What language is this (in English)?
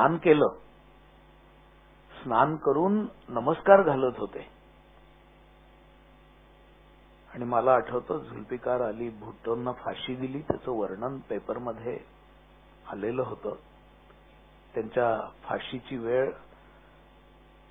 Marathi